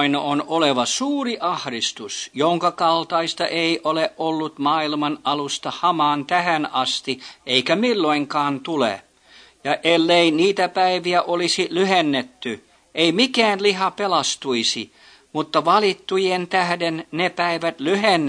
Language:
Finnish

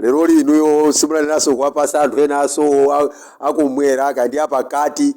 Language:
Nyanja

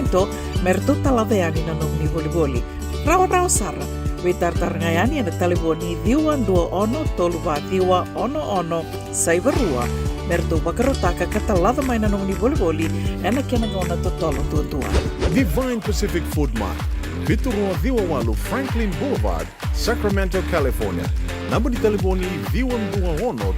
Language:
Fijian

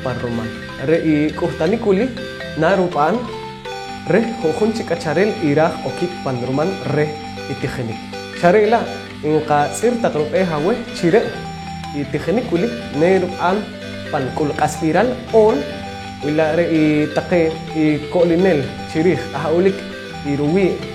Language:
Poqomchi'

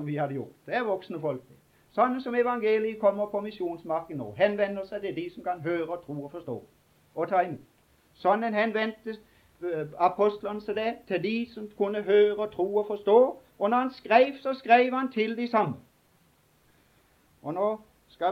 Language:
Norwegian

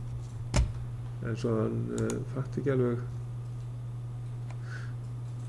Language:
Icelandic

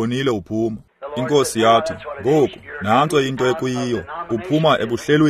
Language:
Xhosa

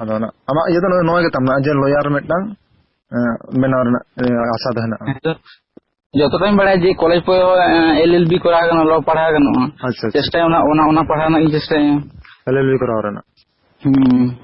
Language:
Santali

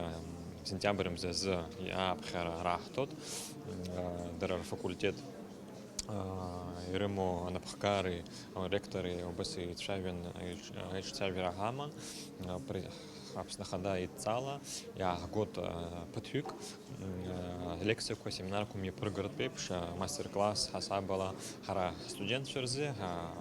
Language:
Abkhazian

